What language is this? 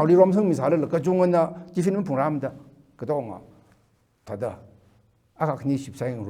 Tangkhul Naga (India)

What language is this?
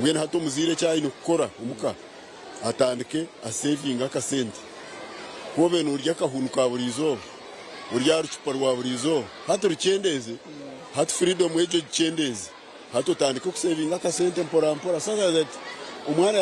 Nyankole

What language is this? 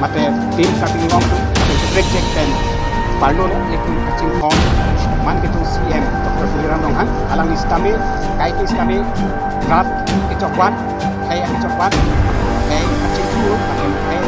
Karbi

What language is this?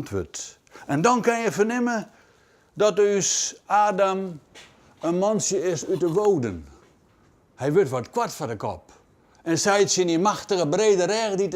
Western Frisian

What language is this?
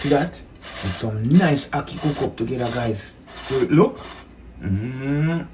Jamaican Creole English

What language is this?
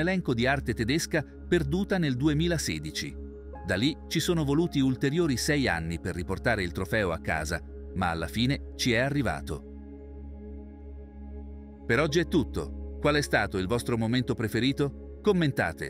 Italian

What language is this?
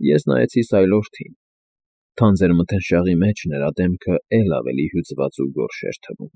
Armenian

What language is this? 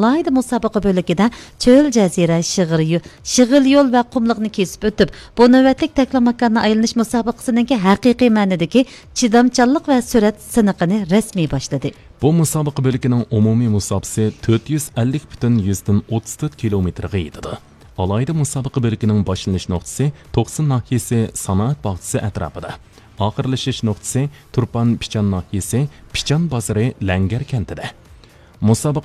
Uyghur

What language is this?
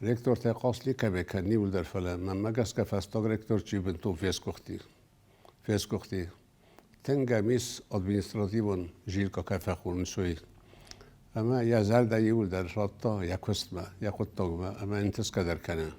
Ossetic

